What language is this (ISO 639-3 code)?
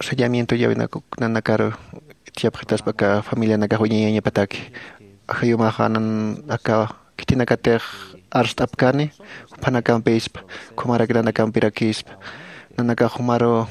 aym